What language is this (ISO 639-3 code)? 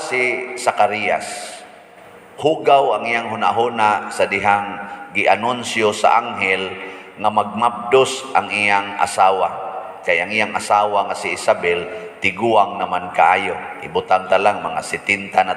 ceb